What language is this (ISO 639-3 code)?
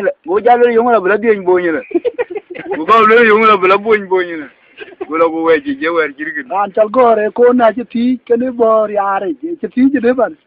din